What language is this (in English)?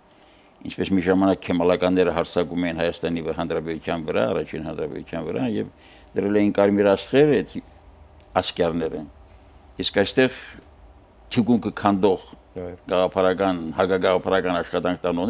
Armenian